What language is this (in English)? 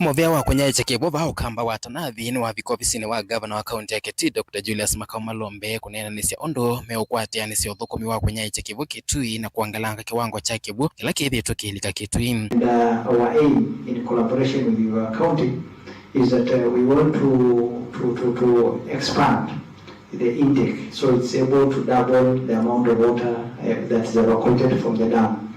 Kamba